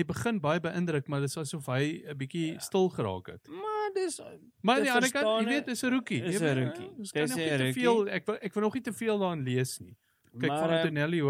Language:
Afrikaans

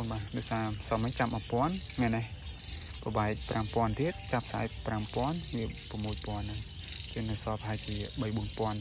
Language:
Khmer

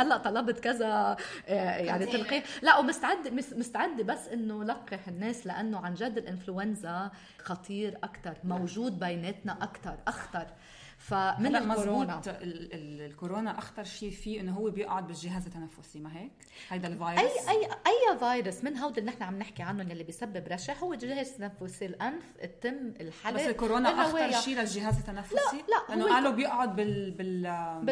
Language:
North Levantine Arabic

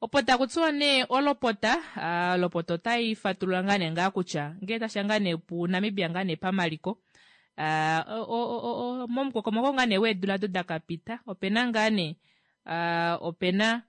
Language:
Kuanyama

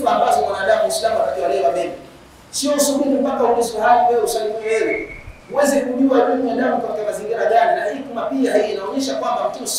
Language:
Swahili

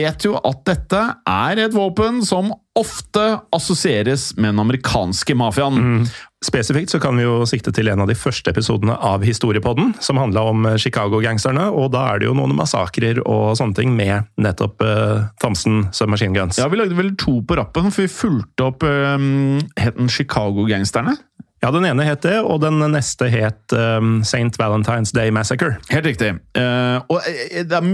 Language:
Norwegian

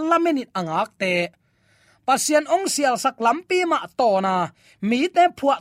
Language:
Tedim Chin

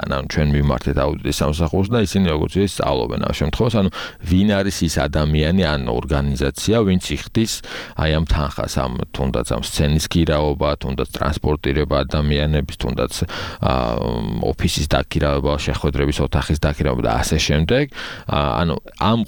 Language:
Georgian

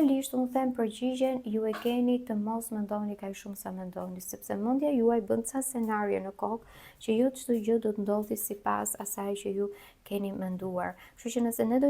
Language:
Albanian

